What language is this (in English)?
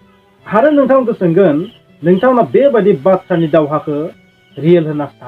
Bodo